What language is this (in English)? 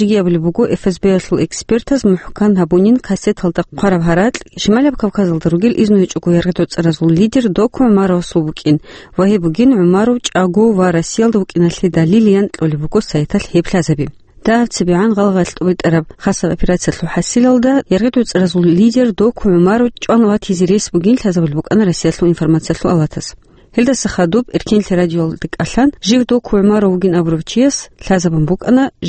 Avaric